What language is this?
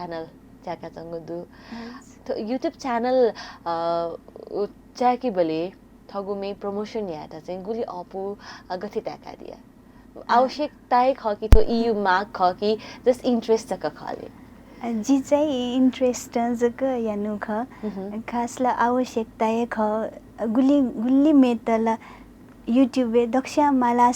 Newari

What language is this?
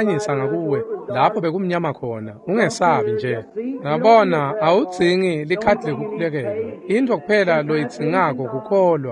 Swati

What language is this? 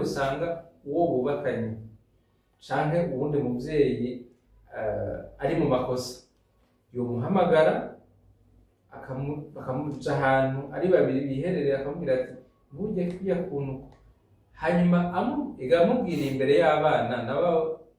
Rundi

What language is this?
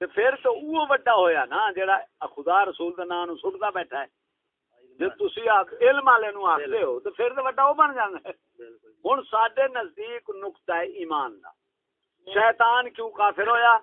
Saraiki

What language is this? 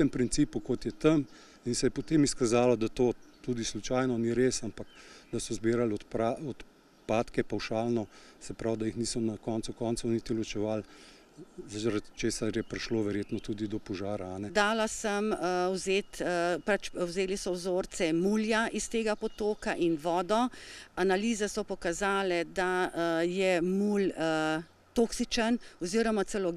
Slovenian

